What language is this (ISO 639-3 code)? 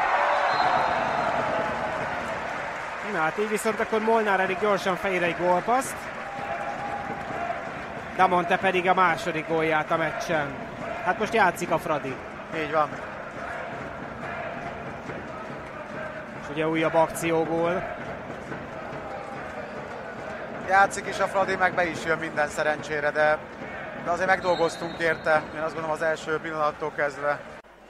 hun